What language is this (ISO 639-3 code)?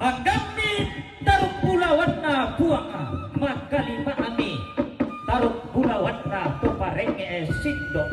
sda